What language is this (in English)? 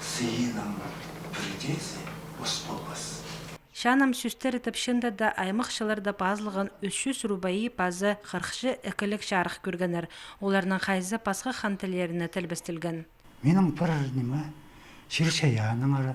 Khakas